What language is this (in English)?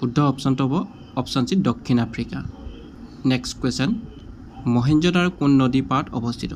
Assamese